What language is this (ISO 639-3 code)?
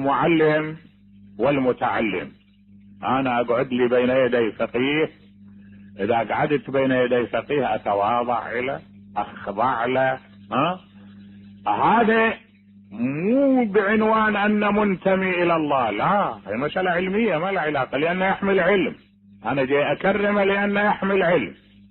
acm